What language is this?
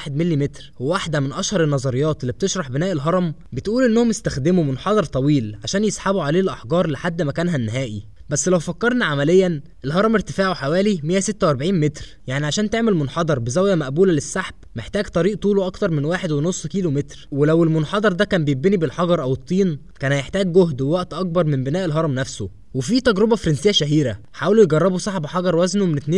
Egyptian Arabic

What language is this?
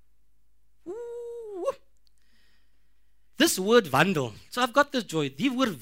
Afrikaans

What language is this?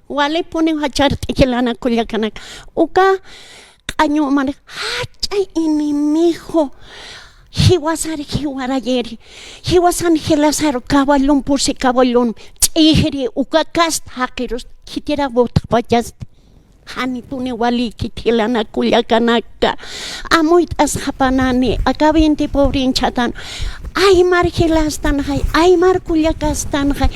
Aymara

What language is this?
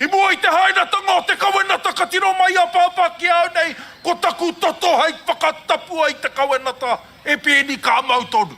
Māori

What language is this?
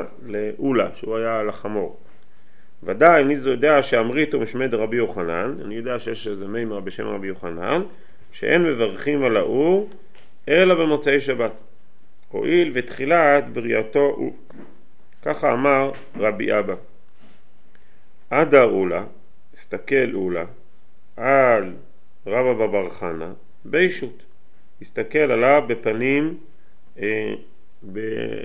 Hebrew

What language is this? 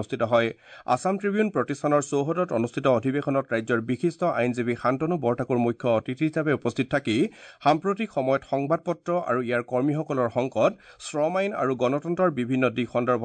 Assamese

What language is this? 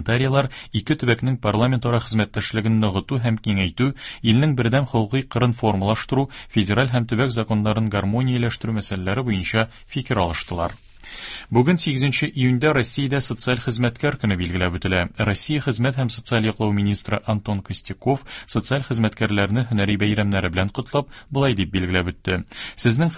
Tatar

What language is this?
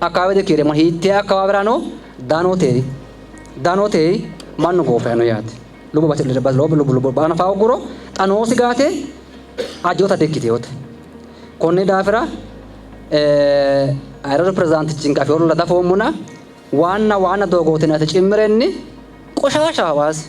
Sidamo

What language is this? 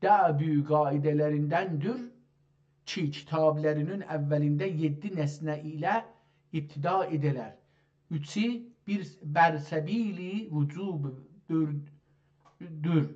South Azerbaijani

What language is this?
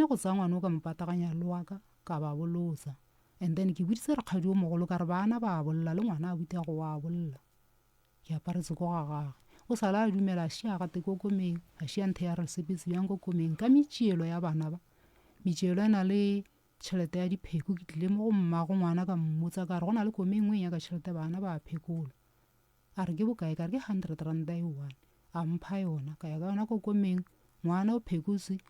Northern Sotho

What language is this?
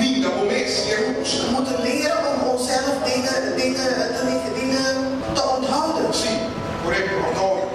Papiamento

